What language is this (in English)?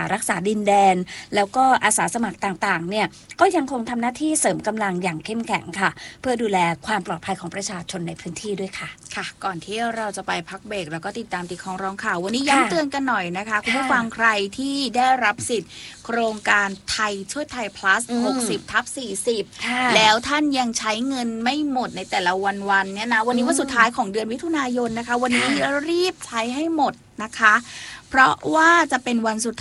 Thai